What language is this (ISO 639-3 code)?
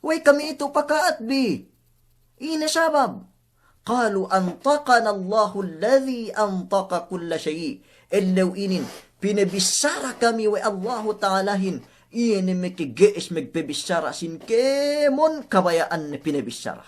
yka